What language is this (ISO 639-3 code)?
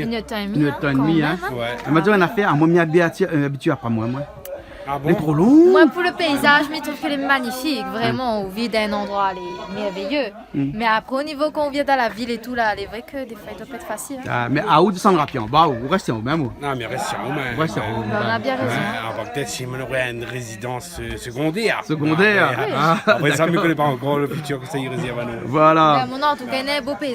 rcf